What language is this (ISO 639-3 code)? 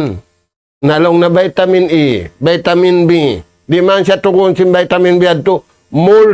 tsg